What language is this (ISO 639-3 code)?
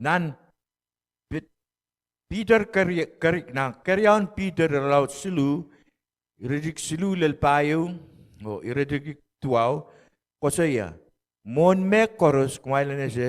pon